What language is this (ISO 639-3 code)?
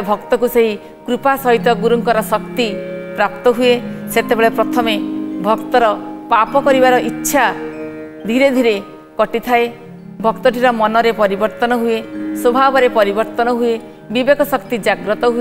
ori